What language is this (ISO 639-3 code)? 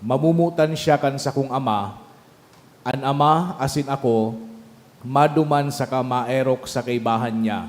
bik